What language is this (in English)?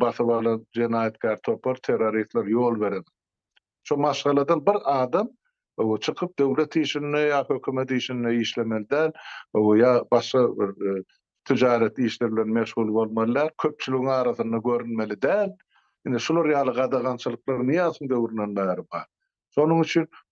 Turkmen